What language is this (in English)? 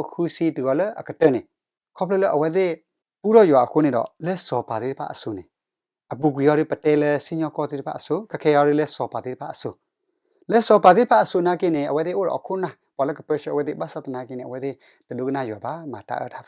S'gaw Karen